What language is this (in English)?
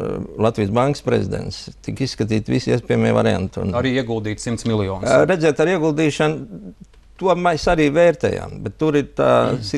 Latvian